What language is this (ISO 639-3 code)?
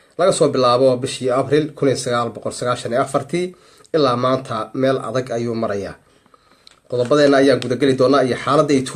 som